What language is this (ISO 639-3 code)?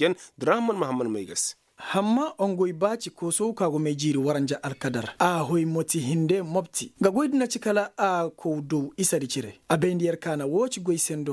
ses